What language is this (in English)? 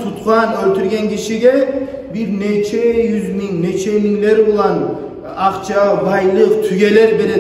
Kumyk